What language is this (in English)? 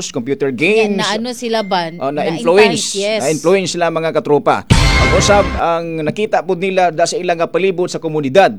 Cebuano